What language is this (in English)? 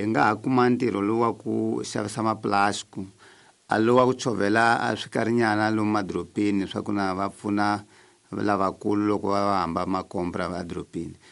Tsonga